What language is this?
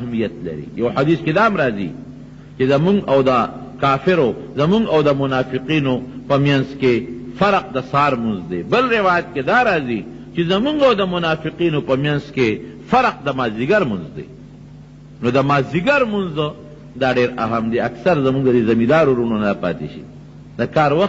Pashto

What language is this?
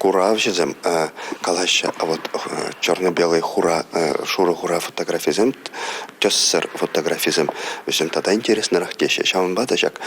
Chuvash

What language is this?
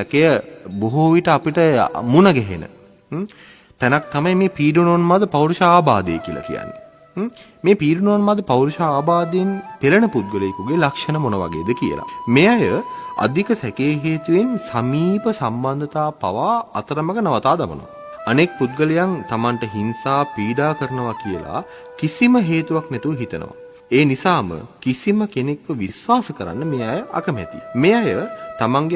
Sinhala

